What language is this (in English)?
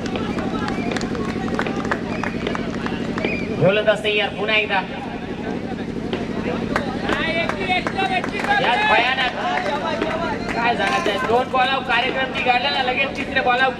Marathi